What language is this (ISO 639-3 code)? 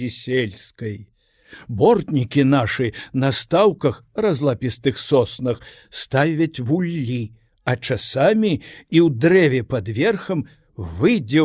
bel